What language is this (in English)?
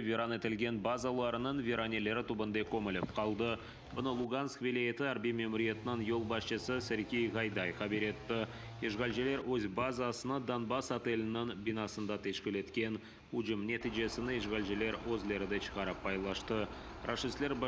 Crimean Tatar